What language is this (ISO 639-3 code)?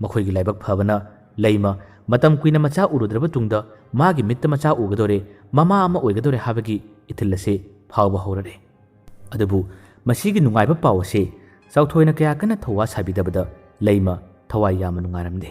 mni